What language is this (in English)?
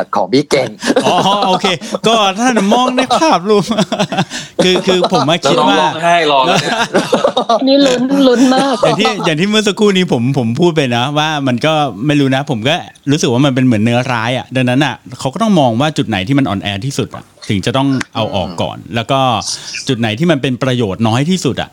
Thai